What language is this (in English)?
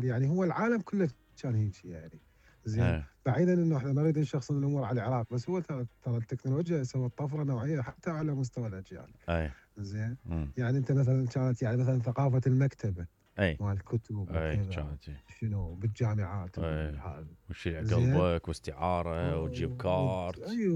Mesopotamian Arabic